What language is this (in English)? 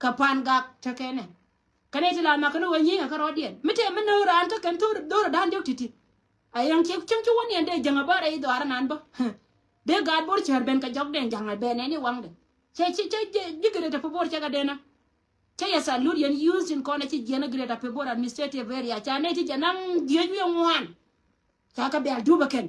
Nuer